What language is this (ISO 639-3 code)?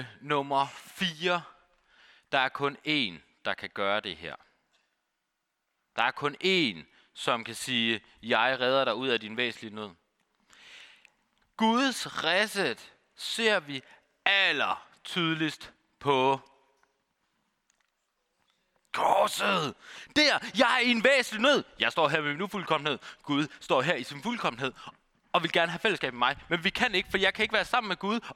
dan